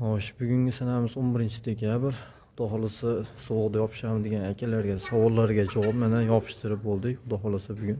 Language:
Uzbek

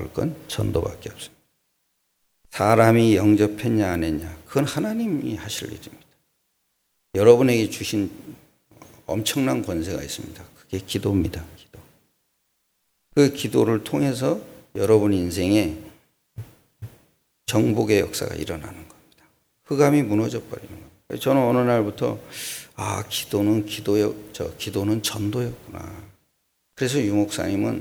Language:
Korean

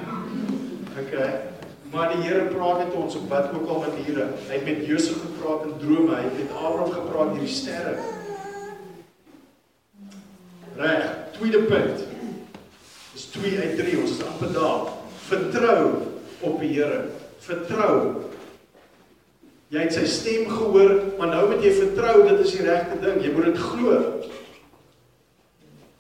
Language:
Afrikaans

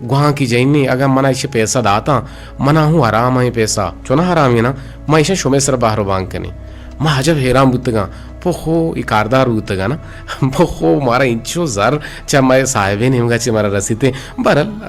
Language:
Eastern Balochi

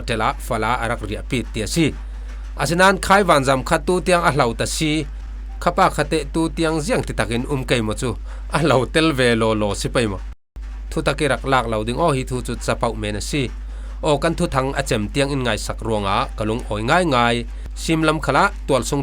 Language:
Falam Chin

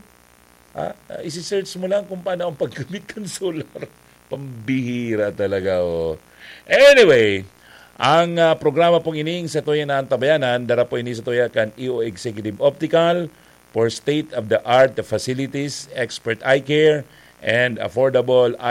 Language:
Bikol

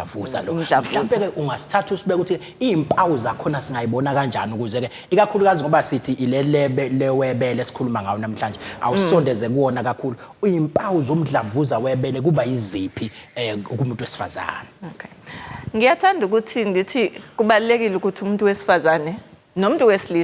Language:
Zulu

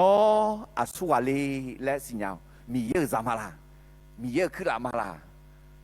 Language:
Akha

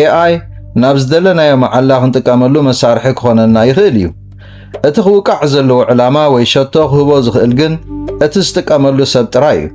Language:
Tigrinya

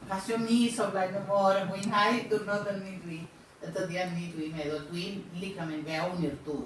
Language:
Welsh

